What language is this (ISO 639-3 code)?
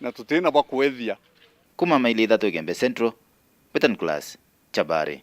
mer